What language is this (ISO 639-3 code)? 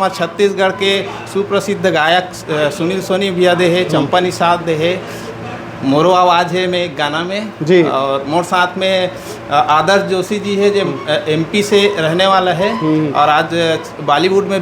hne